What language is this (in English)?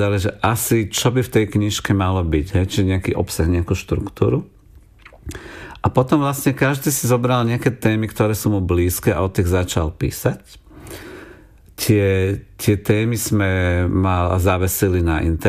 Slovak